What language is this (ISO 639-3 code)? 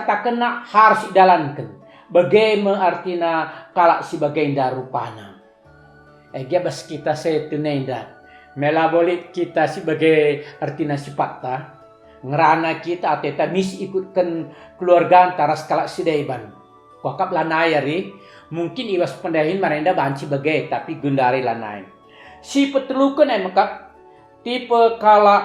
btx